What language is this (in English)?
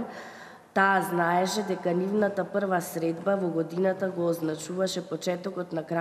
Macedonian